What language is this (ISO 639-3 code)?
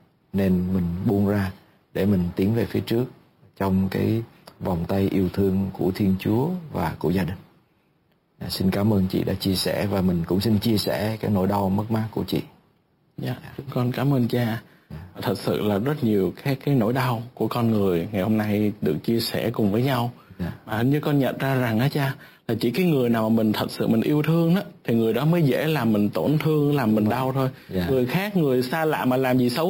vie